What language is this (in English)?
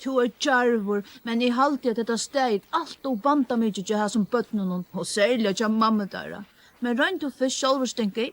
Faroese